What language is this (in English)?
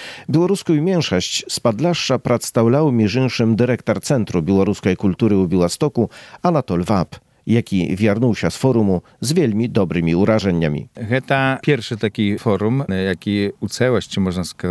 Belarusian